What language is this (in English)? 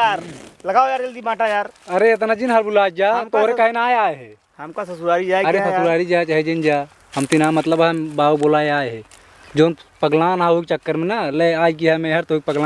Awadhi